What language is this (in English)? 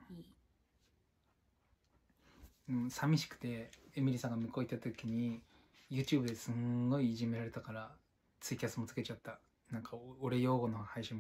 Japanese